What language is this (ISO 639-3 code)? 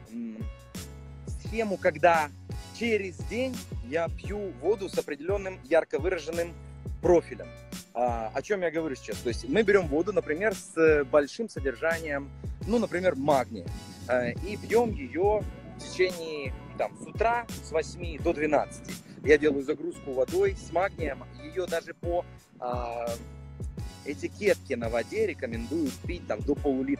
rus